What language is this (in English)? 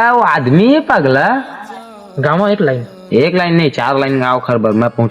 Chhattisgarhi